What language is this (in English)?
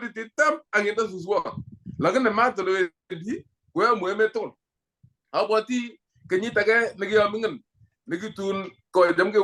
Kalenjin